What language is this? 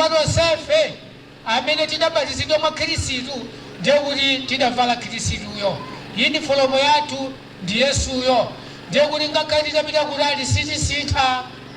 Nyanja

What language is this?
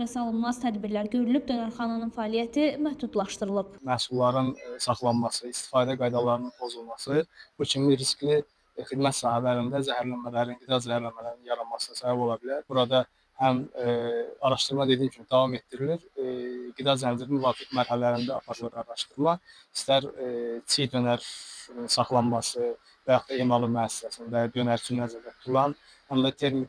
Azerbaijani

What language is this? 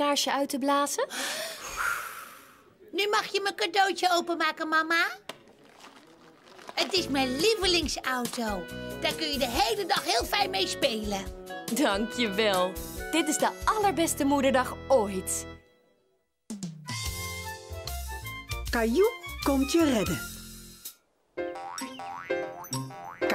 Dutch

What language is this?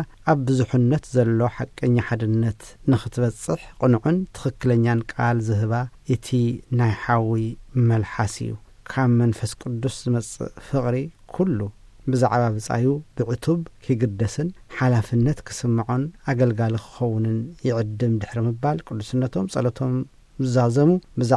Tigrinya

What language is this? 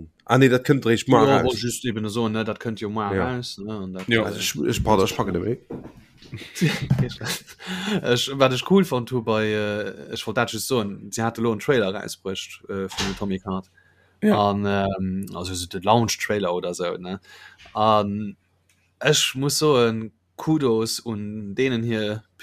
Luxembourgish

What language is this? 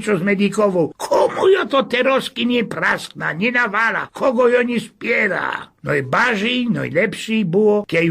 Silesian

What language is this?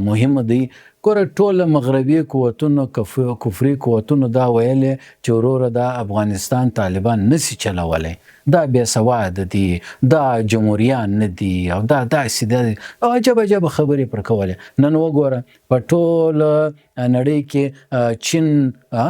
Pashto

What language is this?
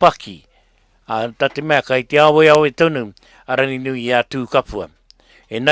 Māori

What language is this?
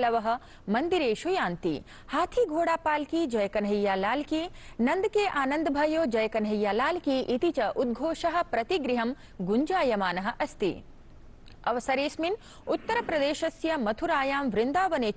Sanskrit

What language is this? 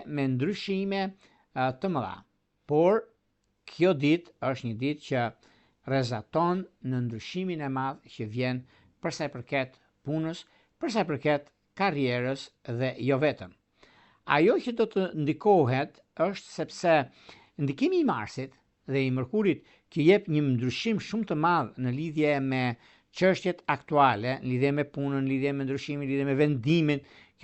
Albanian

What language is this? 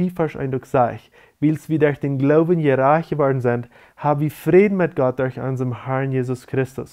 Plautdietsch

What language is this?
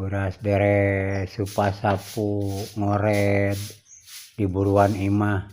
Sundanese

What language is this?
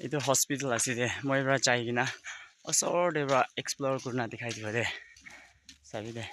Naga Pidgin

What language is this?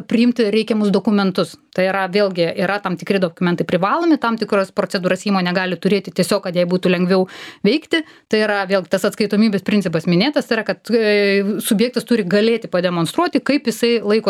Lithuanian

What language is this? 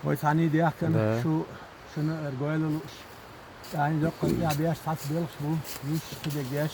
Chechen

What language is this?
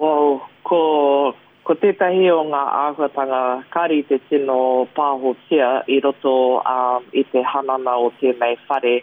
Māori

